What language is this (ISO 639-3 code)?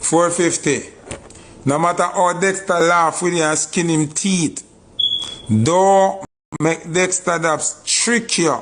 jam